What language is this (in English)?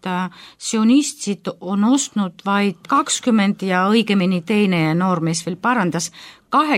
Estonian